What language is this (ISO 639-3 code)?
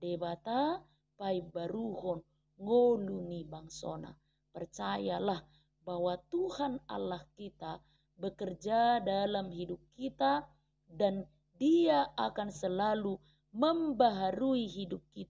bbc